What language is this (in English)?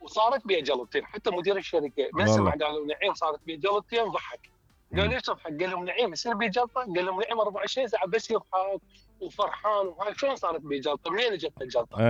Mesopotamian Arabic